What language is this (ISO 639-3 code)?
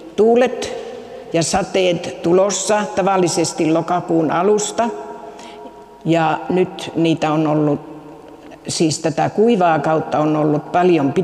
fin